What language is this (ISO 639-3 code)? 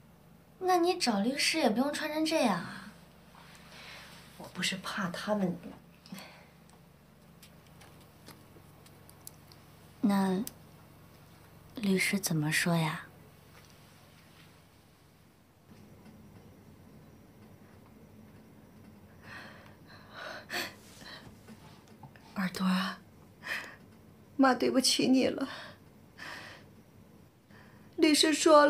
zho